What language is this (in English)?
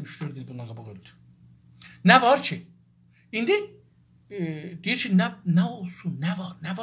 South Azerbaijani